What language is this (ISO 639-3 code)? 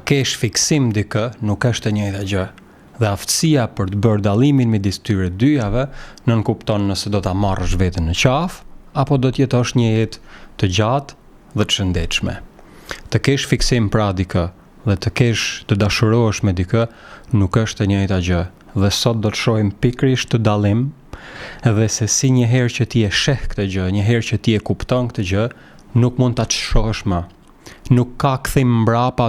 sqi